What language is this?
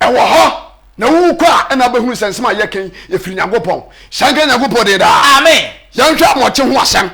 Akan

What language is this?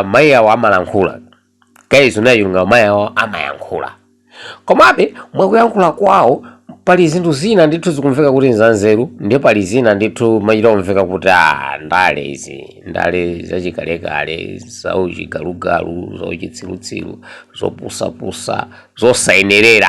Nyanja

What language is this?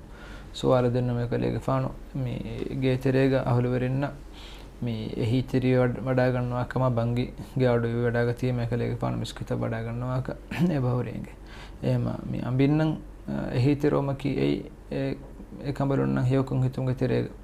Divehi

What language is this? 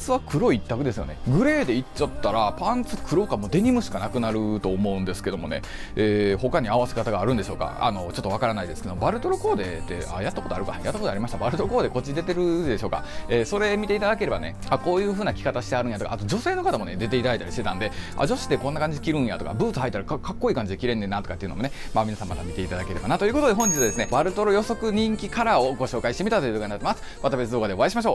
Japanese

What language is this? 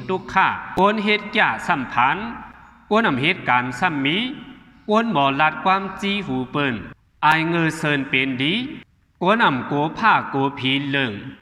Shan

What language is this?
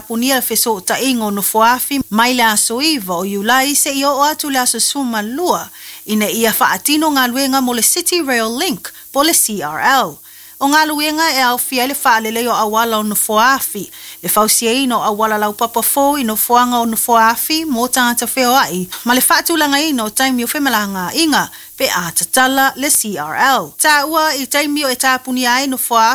Samoan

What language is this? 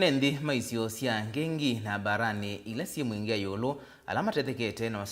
Kamba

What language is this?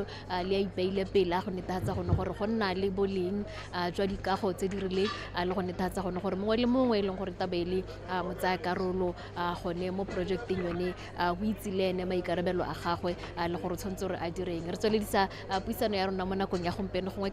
Tswana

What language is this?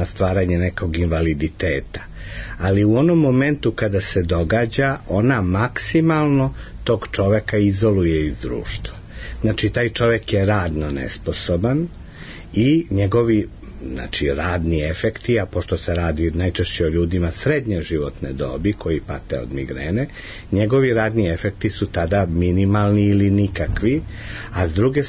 Serbian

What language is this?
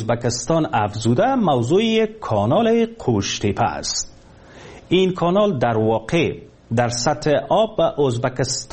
Persian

